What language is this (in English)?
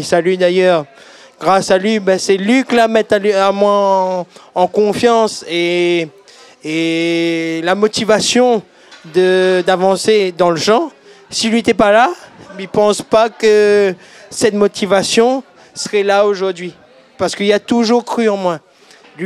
Réunion Creole French